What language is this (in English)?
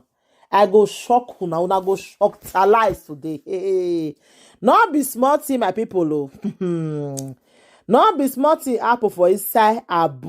Nigerian Pidgin